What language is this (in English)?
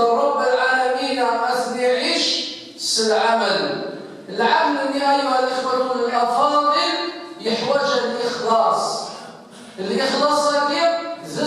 Kabyle